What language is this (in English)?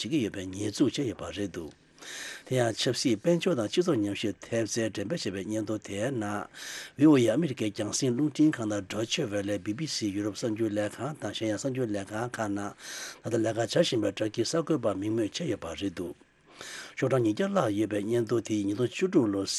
Tibetan